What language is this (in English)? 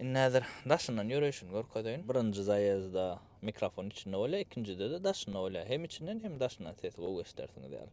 Turkmen